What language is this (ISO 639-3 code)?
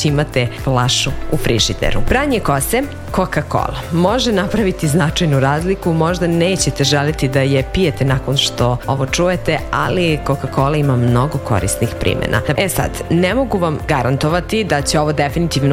srp